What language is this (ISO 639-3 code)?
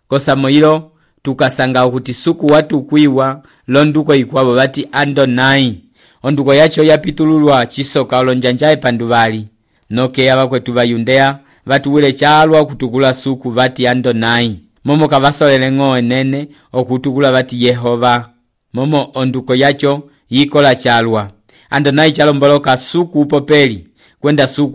umb